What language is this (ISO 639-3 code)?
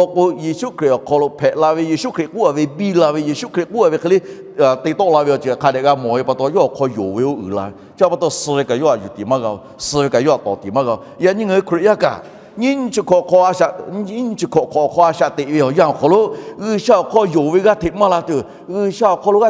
lhu